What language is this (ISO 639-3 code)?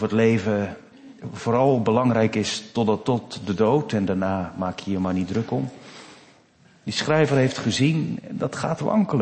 nld